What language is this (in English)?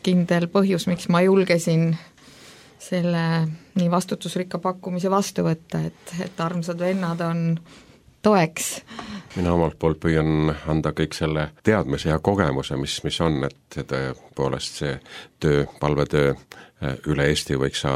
Estonian